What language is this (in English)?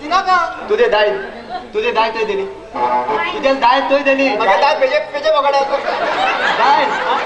Konkani